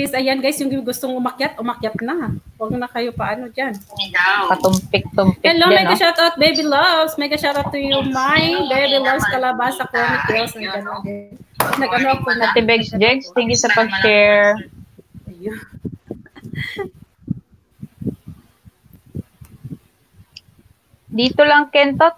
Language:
Filipino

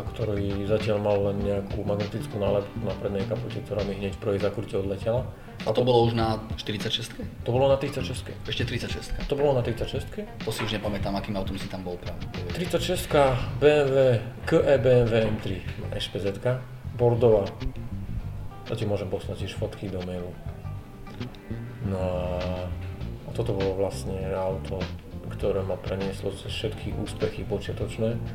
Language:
Slovak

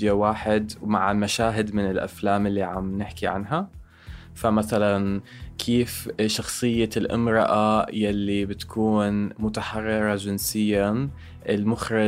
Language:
North Levantine Arabic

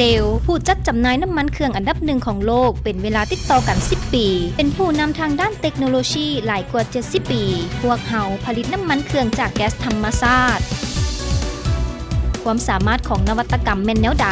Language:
Lao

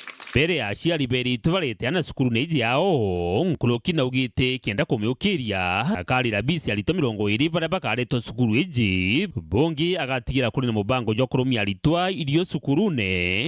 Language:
Meru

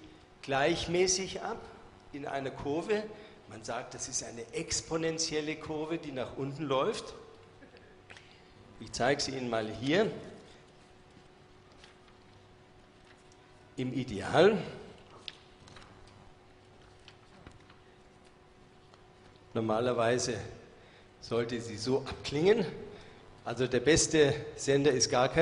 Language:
German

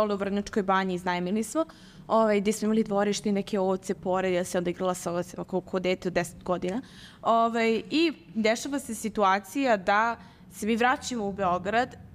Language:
Serbian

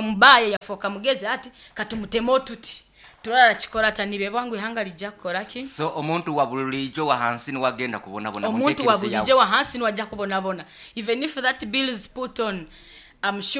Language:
Nyoro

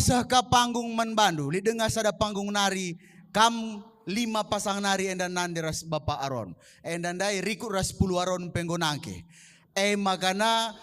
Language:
Batak Karo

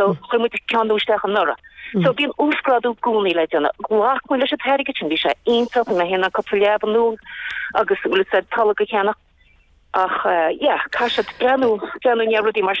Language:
Irish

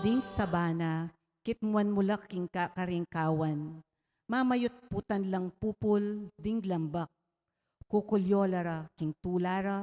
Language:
Pampanga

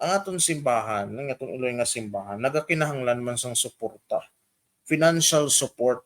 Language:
Hiligaynon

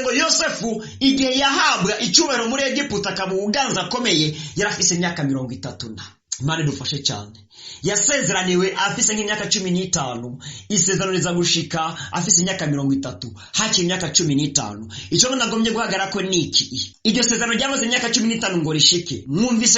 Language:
Rundi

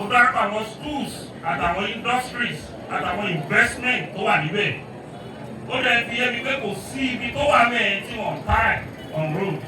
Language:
Yoruba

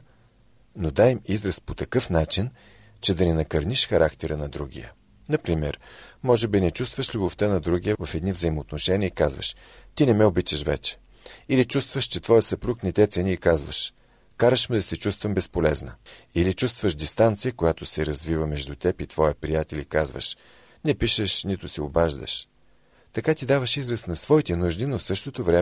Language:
Bulgarian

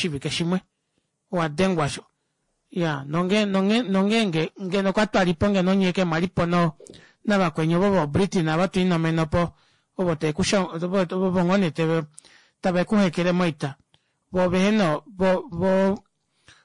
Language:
Kuanyama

